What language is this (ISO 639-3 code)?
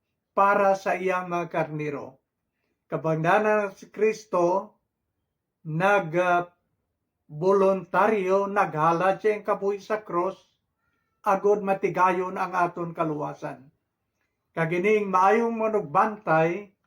hil